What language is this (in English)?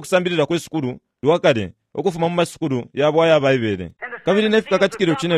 Bemba